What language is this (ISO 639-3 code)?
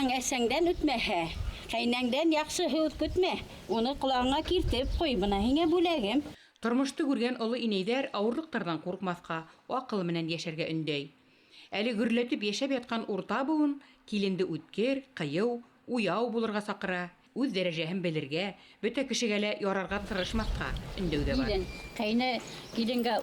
bak